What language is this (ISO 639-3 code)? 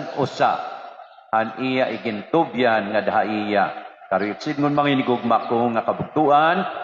war